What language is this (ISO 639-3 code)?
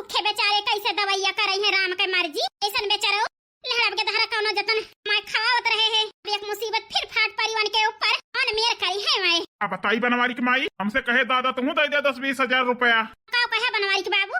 awa